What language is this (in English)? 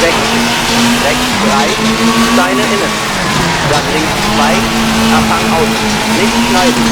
Bavarian